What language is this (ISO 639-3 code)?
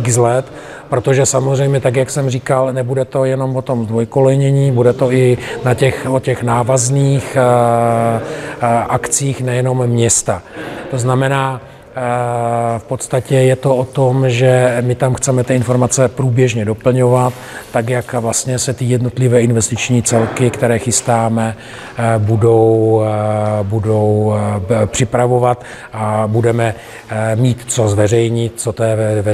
ces